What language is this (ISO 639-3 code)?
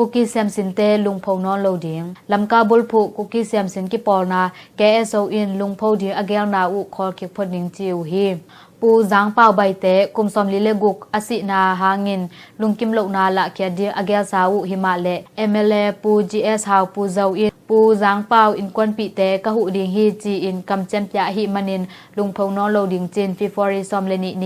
ctd